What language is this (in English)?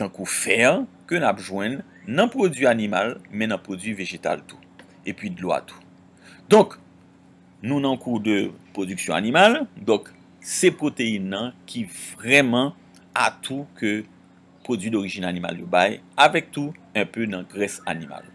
Haitian Creole